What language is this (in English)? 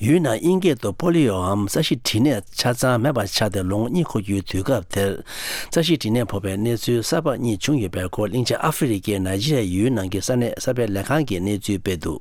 Tibetan